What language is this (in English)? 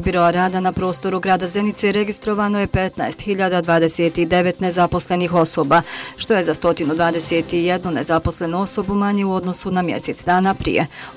Bosnian